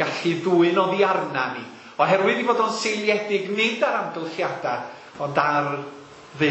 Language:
Welsh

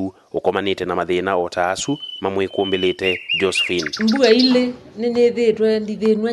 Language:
Kamba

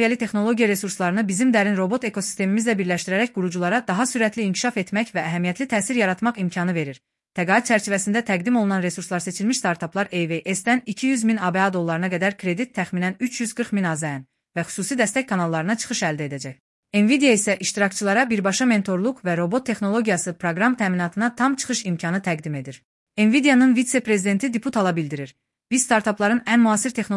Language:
Azerbaijani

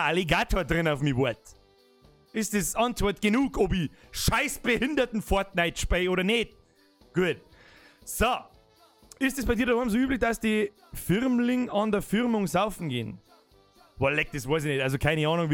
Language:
Bavarian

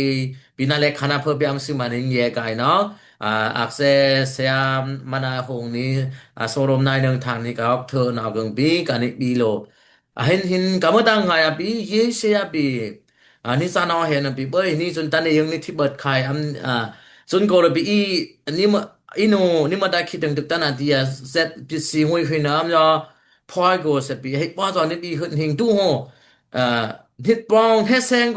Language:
Dimasa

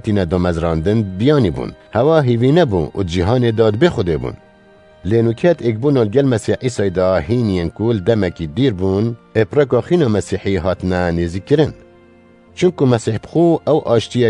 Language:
Kurdish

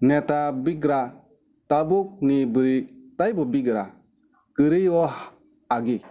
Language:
Kok Borok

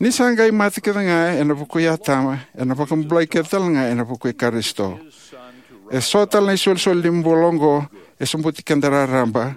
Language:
Fijian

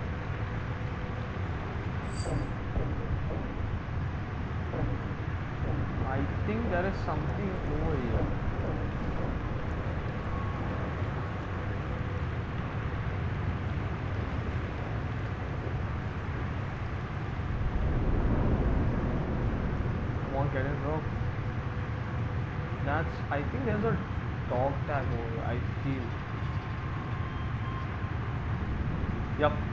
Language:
English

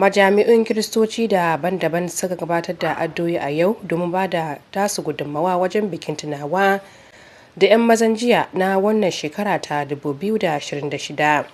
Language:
Hausa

